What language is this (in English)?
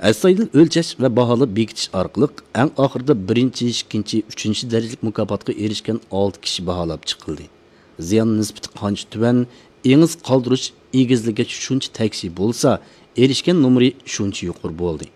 Uyghur